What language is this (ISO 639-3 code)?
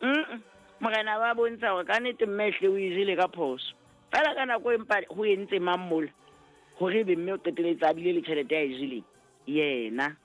sot